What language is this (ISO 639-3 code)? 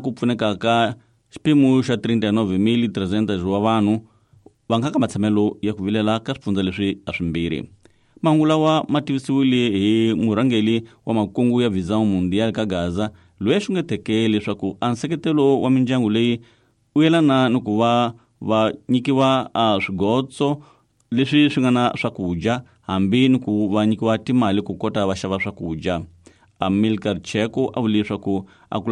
tso